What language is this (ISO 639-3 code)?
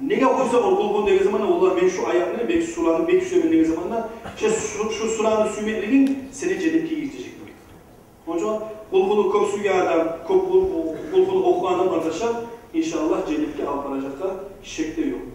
kum